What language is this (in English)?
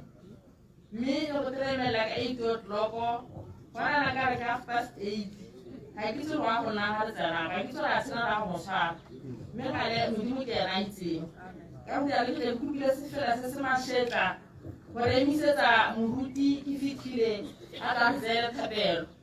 Tswana